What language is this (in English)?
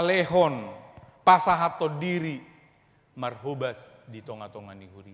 Batak Toba